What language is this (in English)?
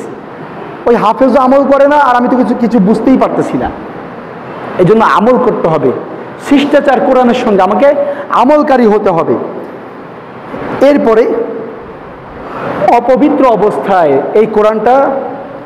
Bangla